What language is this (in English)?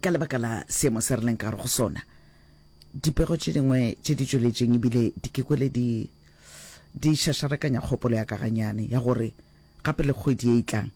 Northern Sotho